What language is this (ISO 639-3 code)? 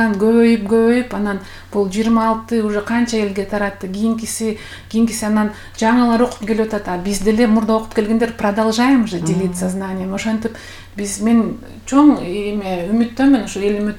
kir